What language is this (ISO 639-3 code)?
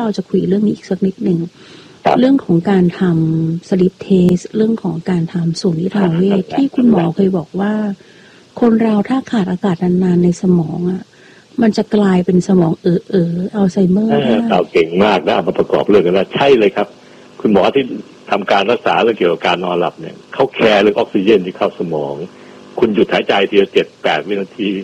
tha